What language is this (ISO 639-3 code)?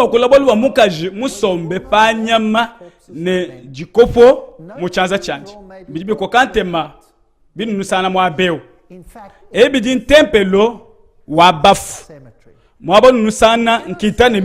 lua